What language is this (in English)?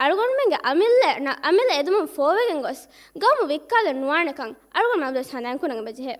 Divehi